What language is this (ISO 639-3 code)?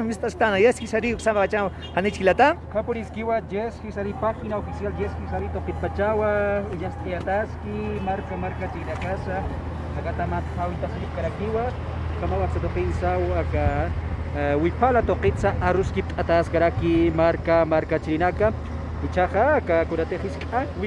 aym